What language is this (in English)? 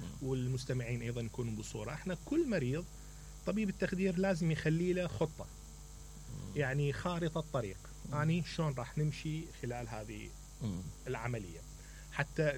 Mesopotamian Arabic